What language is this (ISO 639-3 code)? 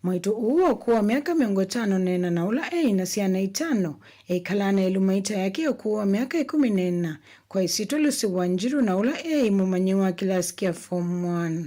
kam